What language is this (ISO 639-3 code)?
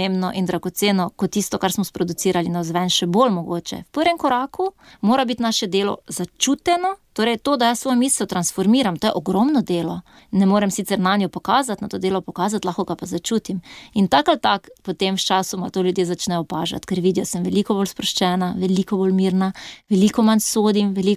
slv